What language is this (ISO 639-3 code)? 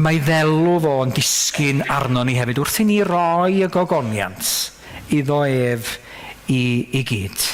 cym